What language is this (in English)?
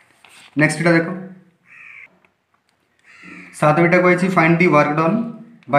Hindi